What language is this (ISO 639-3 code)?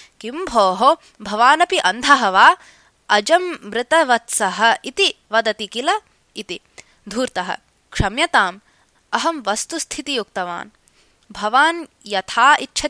san